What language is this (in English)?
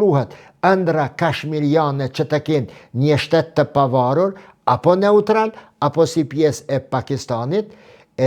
Albanian